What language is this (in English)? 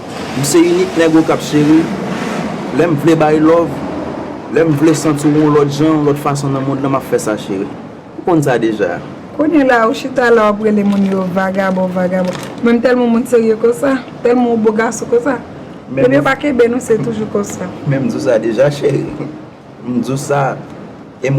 Haitian Creole